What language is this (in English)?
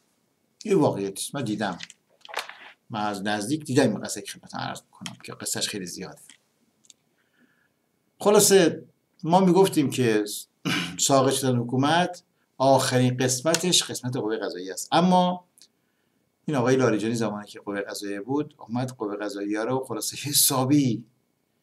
Persian